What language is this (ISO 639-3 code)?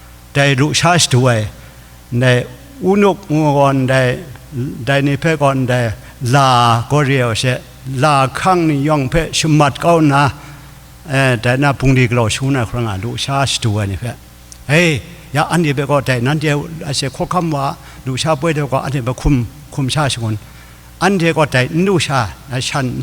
kac